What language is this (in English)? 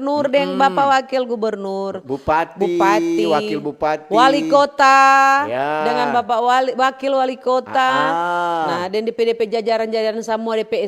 Manado Malay